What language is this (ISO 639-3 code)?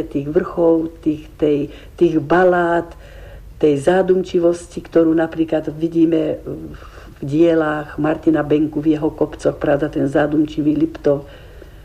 slk